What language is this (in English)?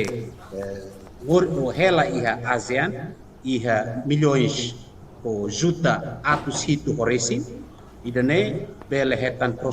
Tetum